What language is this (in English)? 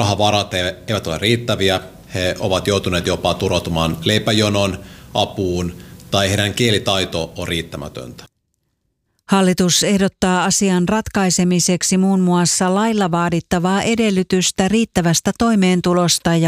Finnish